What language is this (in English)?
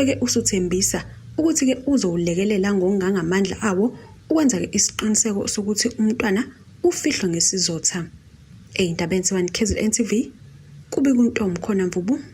Zulu